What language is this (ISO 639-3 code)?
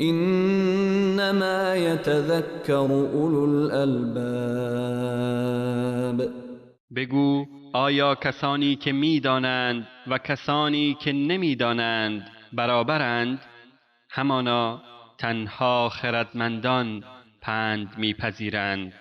fas